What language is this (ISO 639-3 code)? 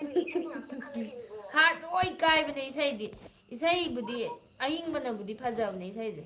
mni